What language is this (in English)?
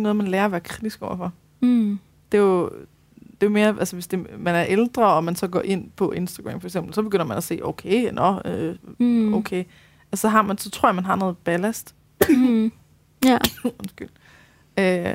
Danish